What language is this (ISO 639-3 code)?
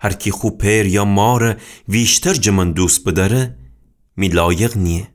glk